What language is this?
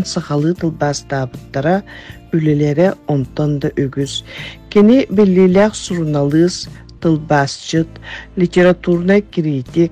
Yakut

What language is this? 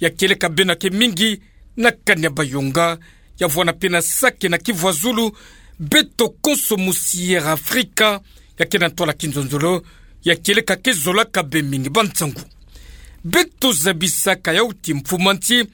Kituba (Democratic Republic of Congo)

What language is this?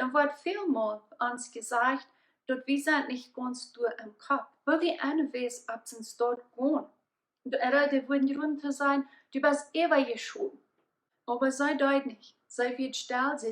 Plautdietsch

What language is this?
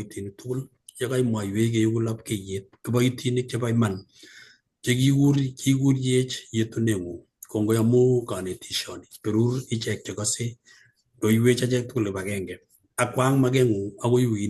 Kalenjin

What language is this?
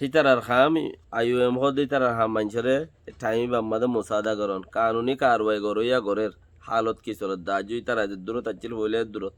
Rohingya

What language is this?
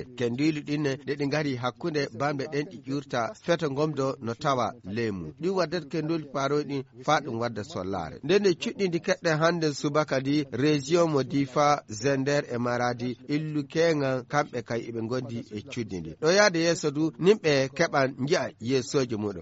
Nigerian Fulfulde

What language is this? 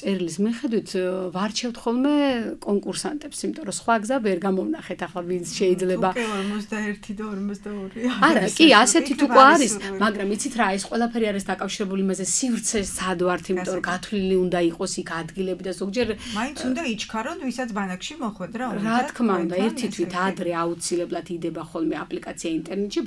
Georgian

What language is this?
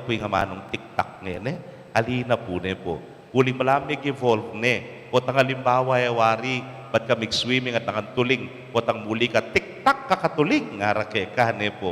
Pampanga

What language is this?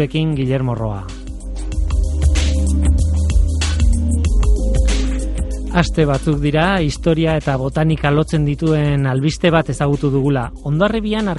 Basque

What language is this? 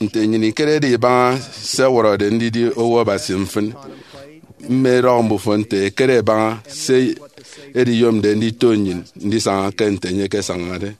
Efik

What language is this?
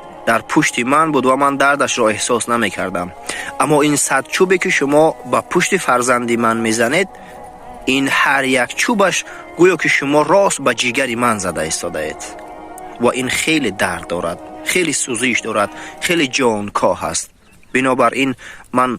Tajik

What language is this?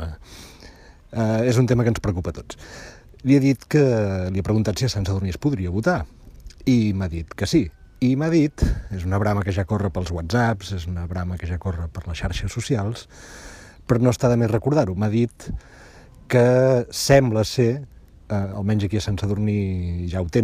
Catalan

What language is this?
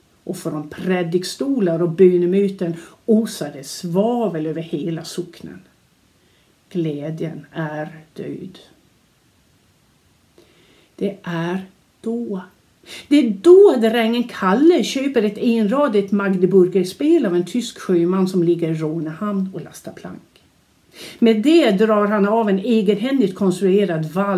Swedish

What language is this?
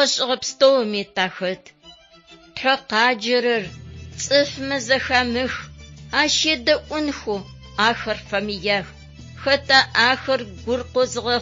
Adyghe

